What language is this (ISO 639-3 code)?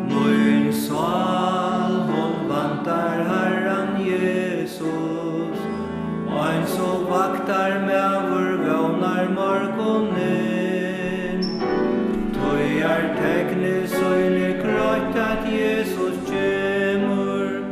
fao